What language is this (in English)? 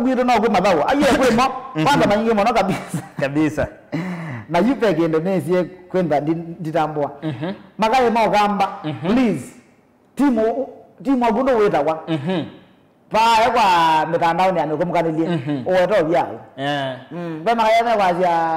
Kamba